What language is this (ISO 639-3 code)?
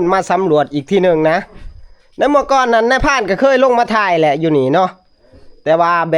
tts